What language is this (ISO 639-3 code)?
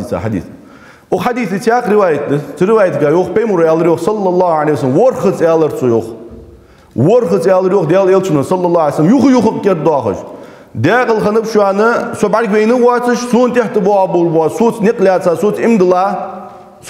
inh